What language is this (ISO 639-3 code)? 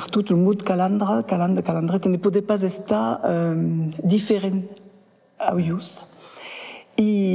oci